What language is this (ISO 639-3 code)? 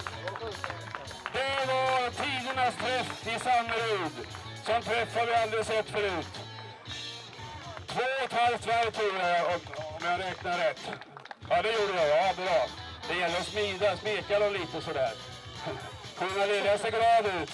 swe